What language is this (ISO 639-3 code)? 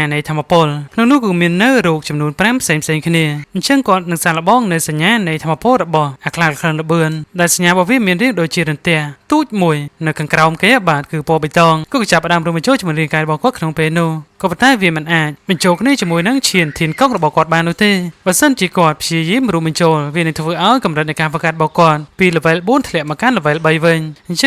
khm